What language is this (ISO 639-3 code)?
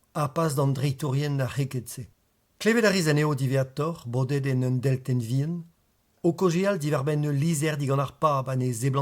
bre